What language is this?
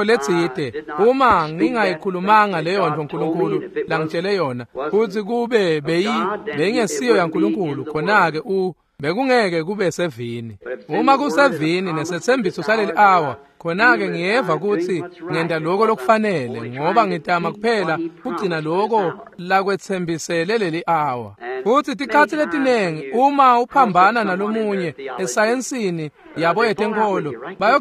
Swati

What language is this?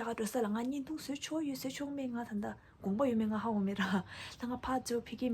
Tibetan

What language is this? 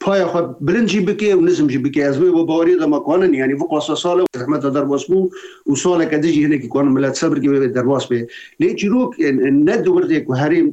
Kurdish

